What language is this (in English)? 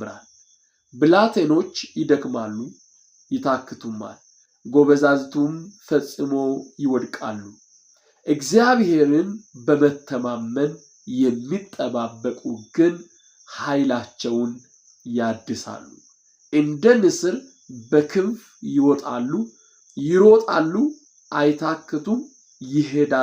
Amharic